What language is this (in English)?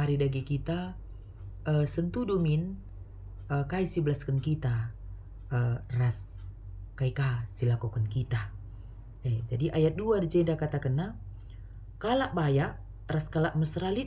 Batak Karo